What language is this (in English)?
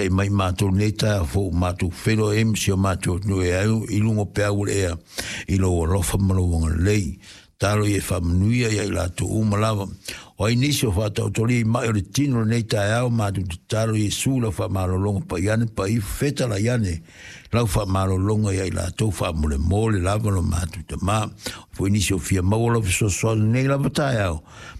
Samoan